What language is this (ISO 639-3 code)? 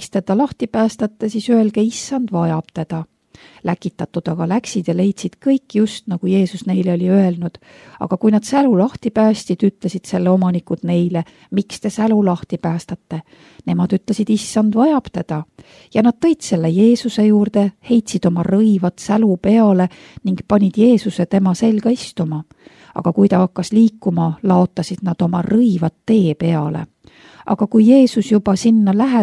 est